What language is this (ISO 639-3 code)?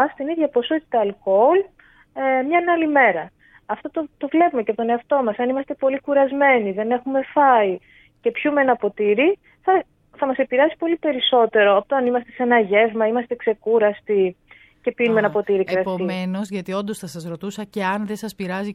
ell